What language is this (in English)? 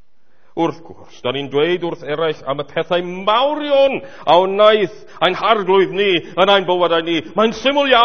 Welsh